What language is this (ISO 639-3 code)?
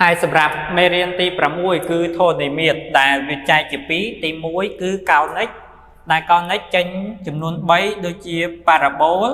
khm